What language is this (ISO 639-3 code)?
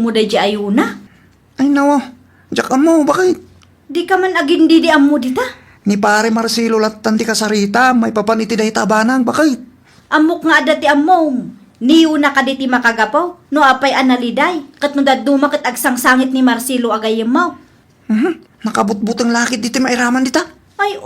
ilo